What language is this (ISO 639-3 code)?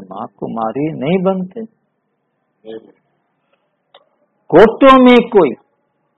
hin